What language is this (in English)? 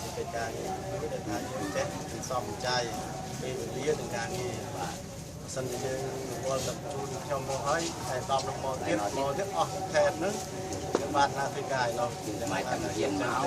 Khmer